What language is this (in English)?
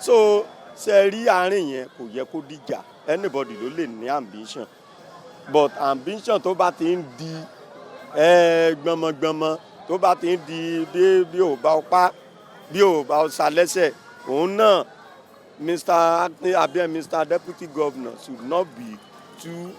Yoruba